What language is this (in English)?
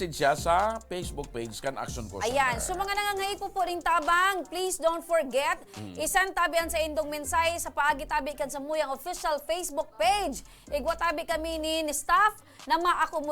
Bikol